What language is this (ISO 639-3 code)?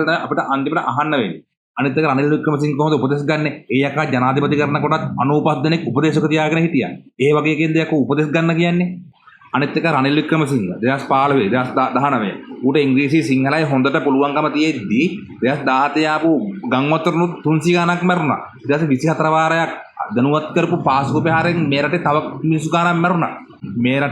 sin